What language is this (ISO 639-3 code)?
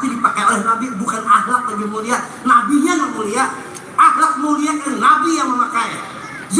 bjn